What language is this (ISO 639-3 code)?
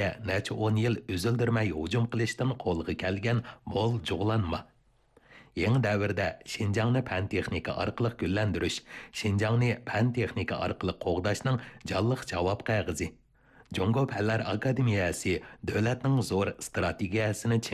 uig